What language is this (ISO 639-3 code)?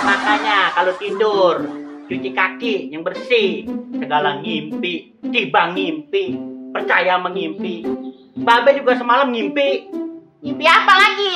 bew